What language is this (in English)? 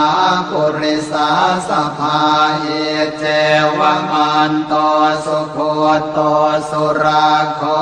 Pali